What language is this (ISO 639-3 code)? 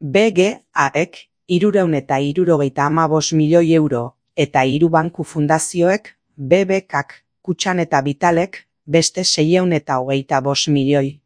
eus